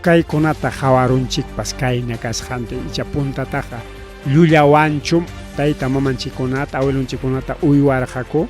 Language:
Ayacucho Quechua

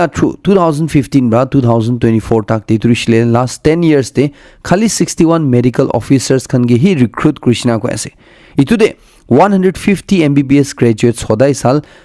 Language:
Naga Pidgin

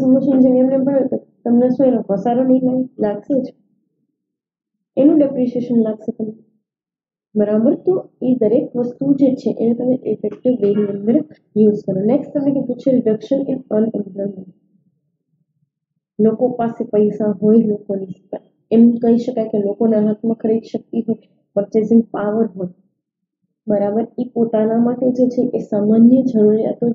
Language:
Gujarati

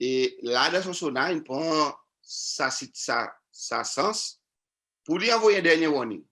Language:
Seselwa Creole French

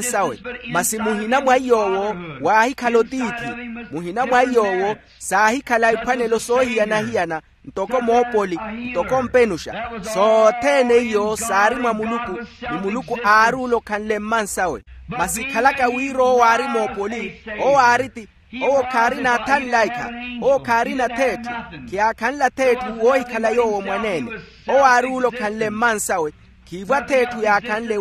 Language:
Makhuwa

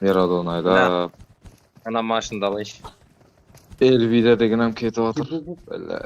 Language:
Kara-Kalpak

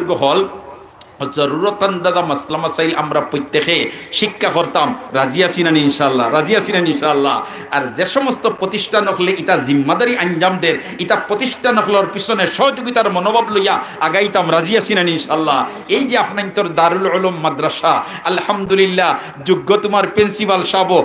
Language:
Sylheti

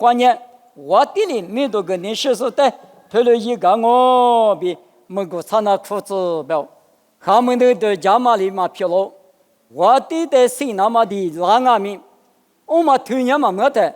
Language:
Lisu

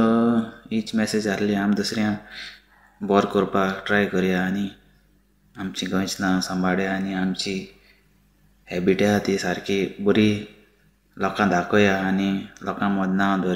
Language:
Konkani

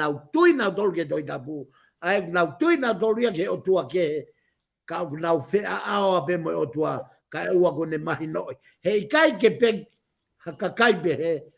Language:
Tongan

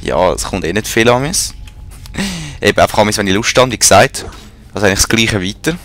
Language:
Swiss German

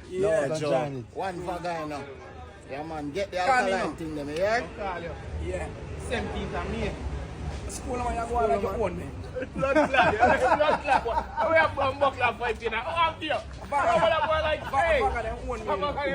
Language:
Jamaican Creole English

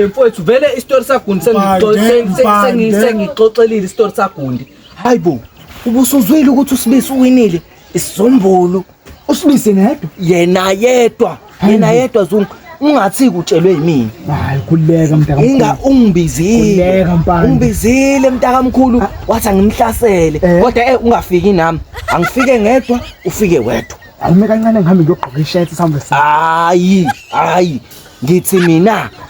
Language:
Zulu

